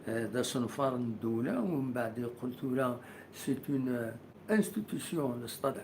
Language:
Kabyle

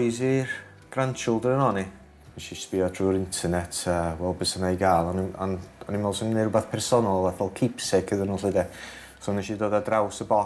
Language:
Welsh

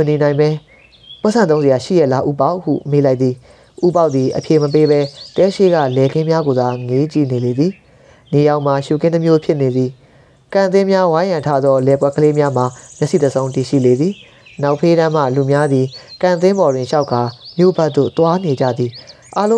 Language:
Burmese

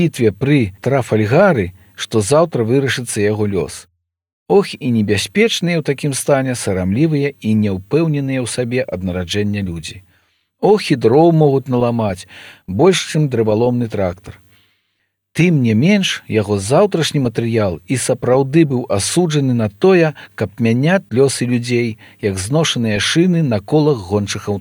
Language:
Belarusian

